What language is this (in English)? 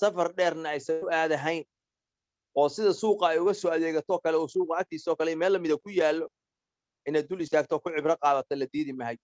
Somali